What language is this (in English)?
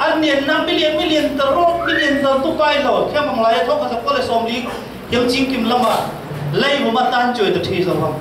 Falam Chin